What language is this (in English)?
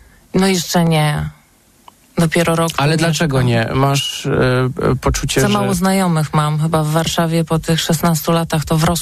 Polish